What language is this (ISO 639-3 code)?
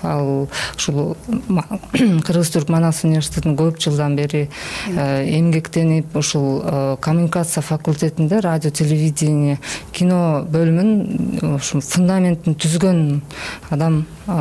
kir